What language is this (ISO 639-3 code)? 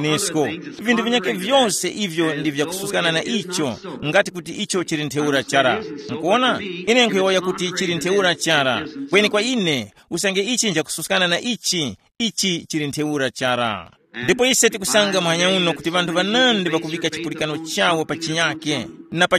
tum